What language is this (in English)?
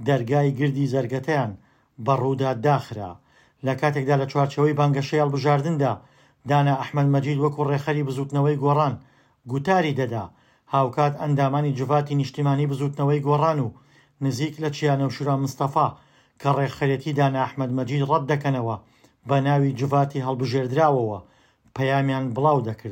Central Kurdish